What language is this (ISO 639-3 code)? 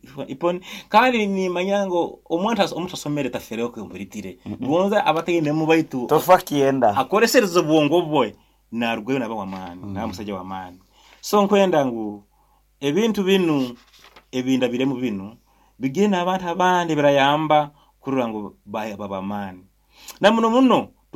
nyo